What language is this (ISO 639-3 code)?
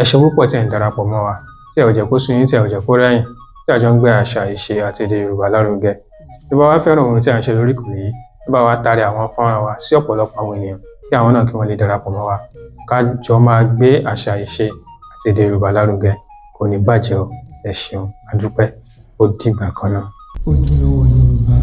yor